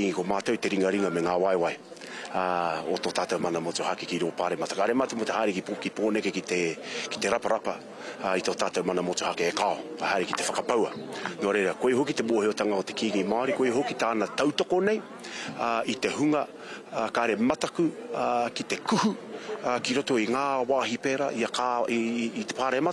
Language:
Māori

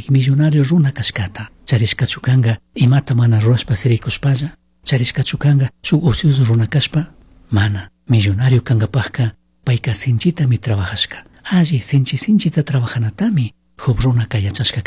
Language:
Chimborazo Highland Quichua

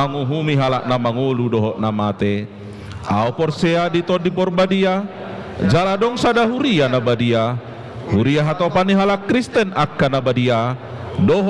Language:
Batak Toba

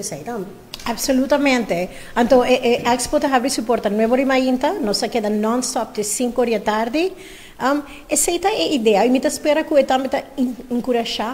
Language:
Papiamento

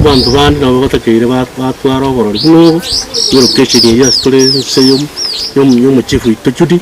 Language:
Gusii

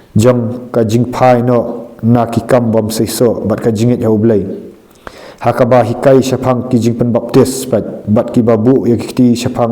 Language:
Khasi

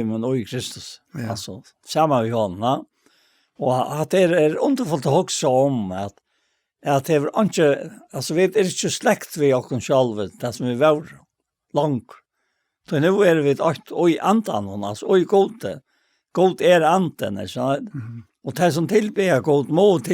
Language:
Faroese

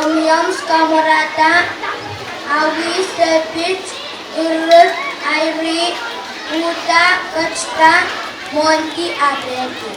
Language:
Pohnpeian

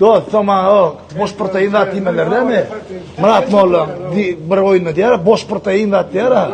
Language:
Turkmen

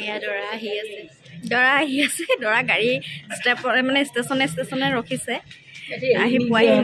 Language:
Assamese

